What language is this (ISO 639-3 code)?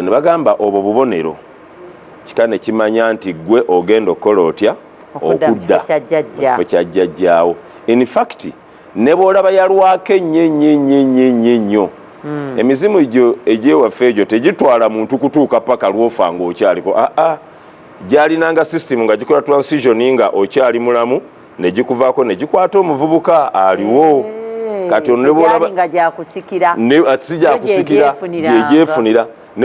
lug